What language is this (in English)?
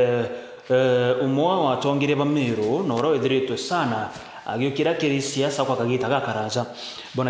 Meru